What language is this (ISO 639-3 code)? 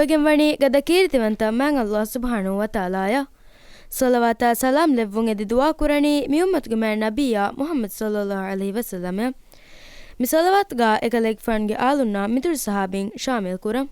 div